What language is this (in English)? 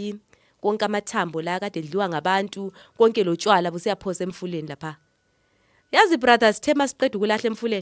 Zulu